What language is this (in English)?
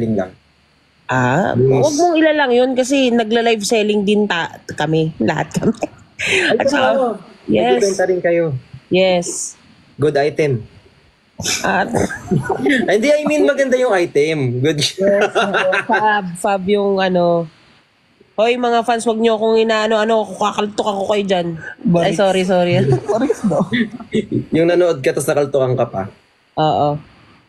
Filipino